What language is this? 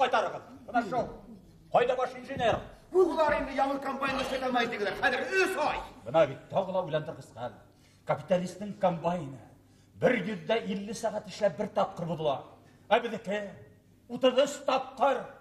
Bashkir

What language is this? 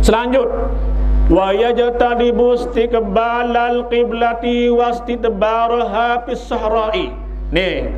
Sasak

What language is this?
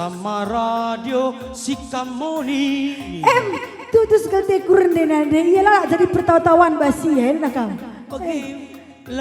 Batak Karo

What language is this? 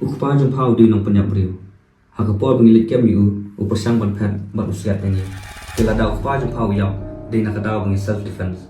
Khasi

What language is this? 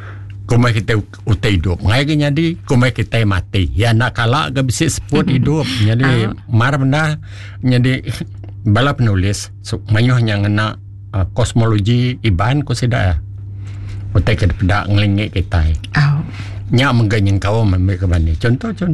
Iban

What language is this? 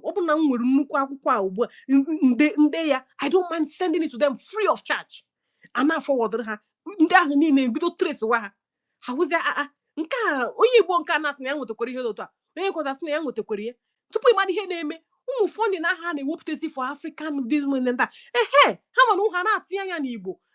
Igbo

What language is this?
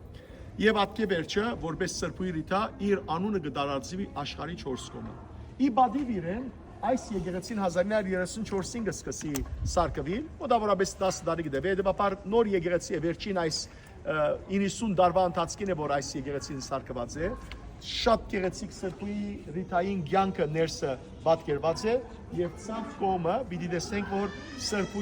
Western Armenian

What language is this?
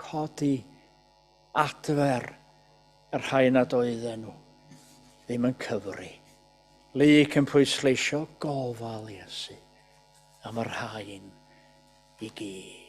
Welsh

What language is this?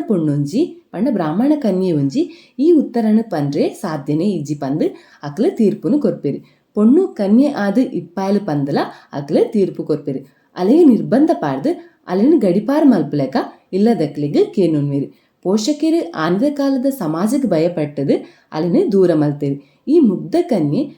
Tulu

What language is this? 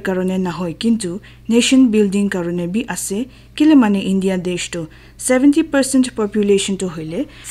Naga Pidgin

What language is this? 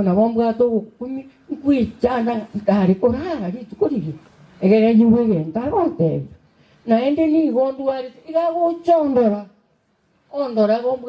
Gusii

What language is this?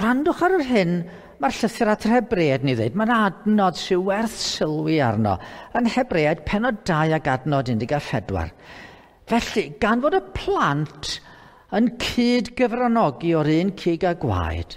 Welsh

